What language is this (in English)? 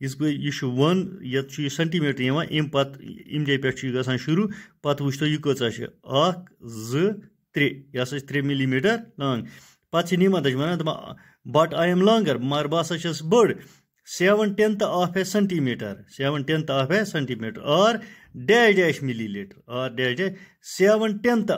Kashmiri